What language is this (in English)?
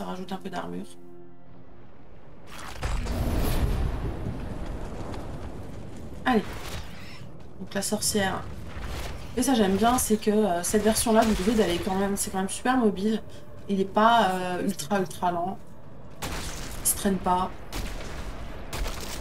French